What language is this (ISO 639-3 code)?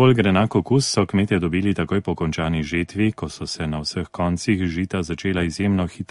slv